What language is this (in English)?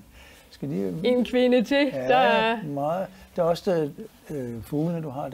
Danish